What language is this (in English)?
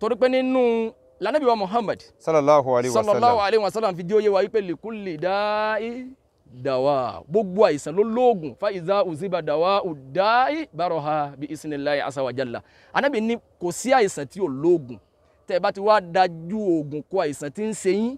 Yoruba